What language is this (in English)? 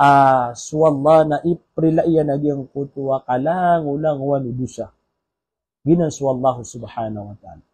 Maranao